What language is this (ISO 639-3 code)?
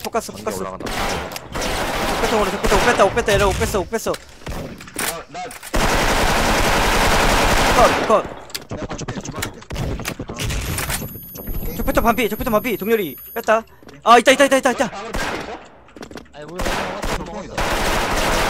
kor